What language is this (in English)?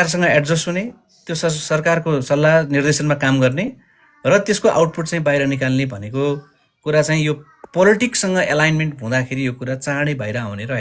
Nepali